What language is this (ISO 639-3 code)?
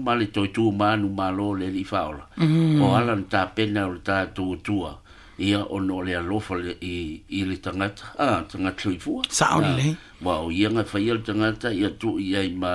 smo